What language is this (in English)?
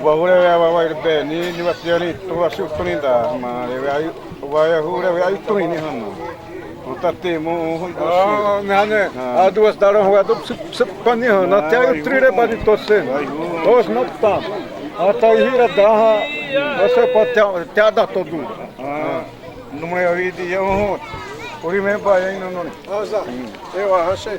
Xavánte